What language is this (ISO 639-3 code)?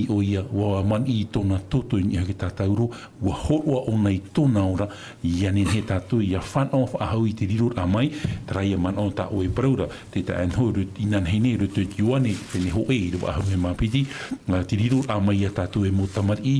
tah